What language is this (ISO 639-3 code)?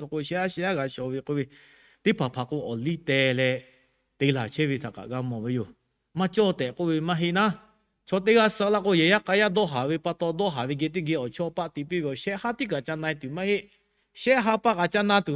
lhu